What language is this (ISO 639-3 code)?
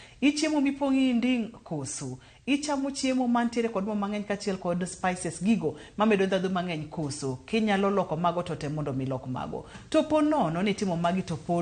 luo